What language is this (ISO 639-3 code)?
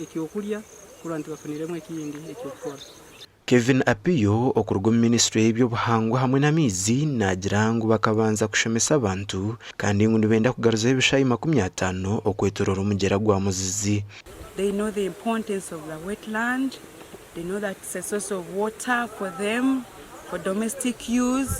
nyn